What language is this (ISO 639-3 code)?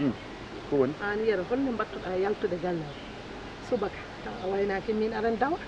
ful